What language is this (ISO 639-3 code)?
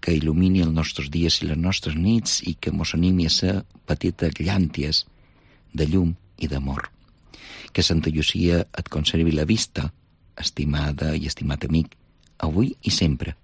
cat